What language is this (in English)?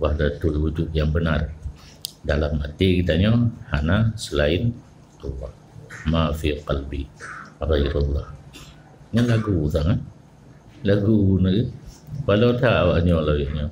Achinese